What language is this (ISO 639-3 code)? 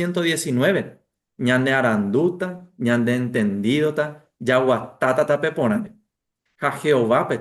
grn